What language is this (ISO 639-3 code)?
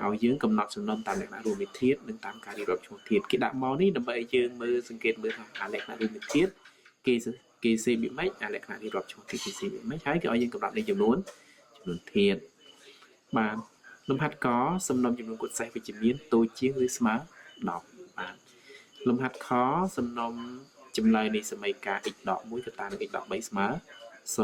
khm